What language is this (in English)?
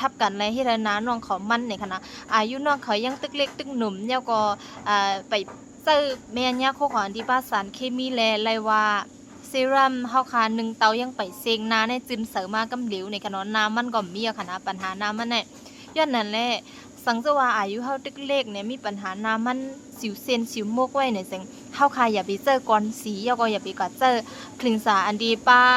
Shan